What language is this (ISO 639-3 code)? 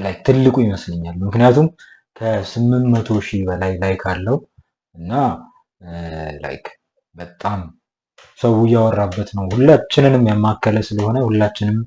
amh